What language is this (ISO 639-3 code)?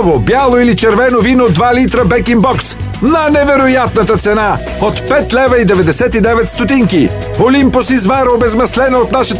bul